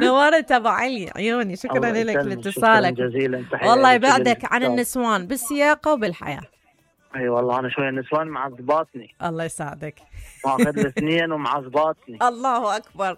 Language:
Mesopotamian Arabic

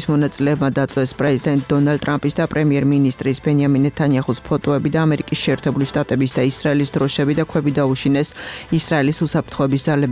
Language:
Georgian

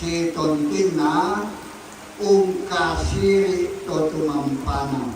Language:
Toraja-Sa'dan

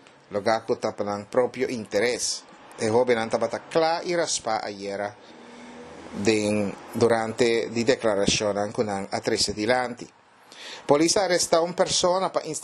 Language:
Papiamento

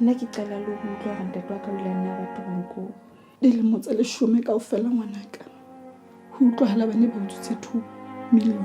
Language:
Southern Sotho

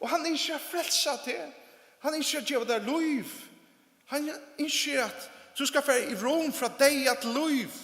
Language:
Faroese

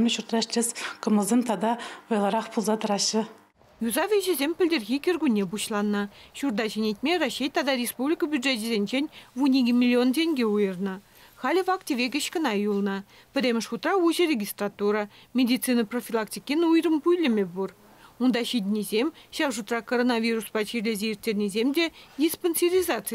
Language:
Chuvash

